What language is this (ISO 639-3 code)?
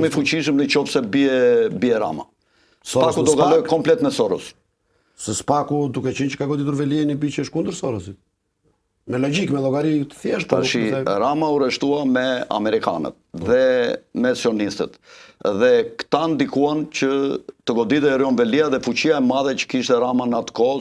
sqi